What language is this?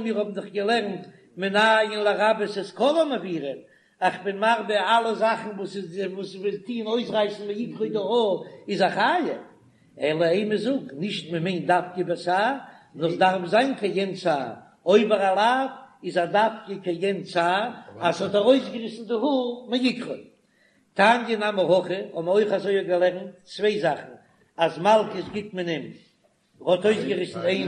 Yiddish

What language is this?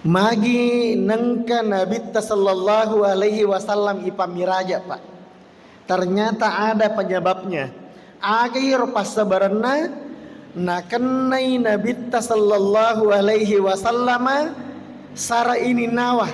Buginese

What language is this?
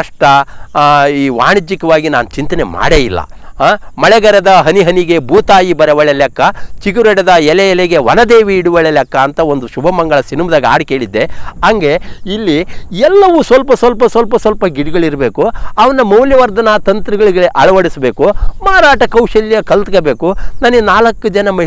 Kannada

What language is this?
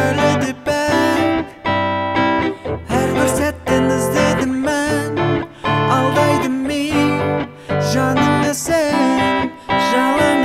Kazakh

